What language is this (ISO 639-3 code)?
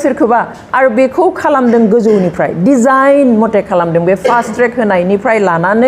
brx